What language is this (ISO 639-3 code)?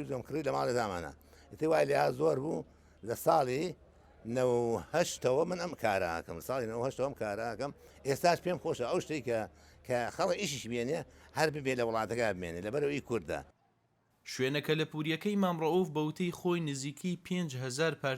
ckb